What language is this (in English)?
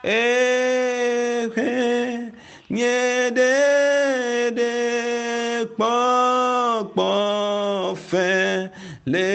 Ewe